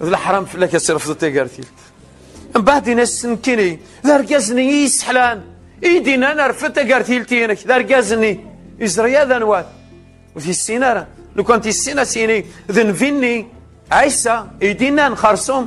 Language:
Kabyle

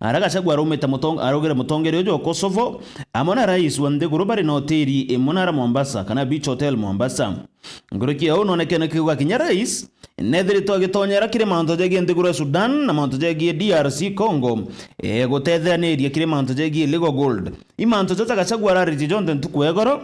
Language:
Meru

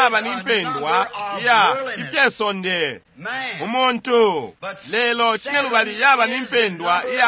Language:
Bemba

